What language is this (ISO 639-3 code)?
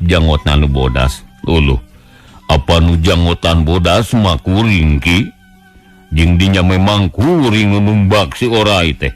sun